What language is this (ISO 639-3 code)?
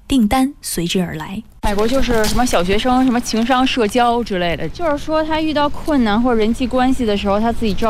zho